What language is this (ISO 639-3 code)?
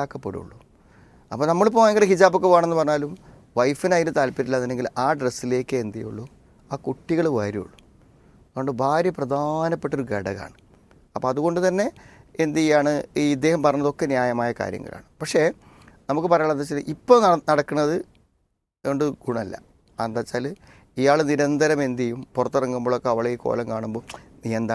mal